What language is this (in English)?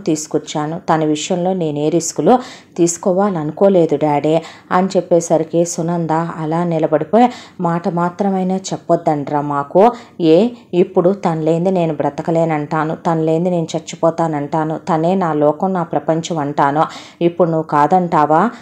Telugu